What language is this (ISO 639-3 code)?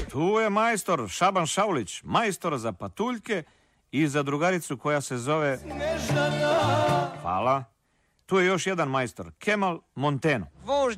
srp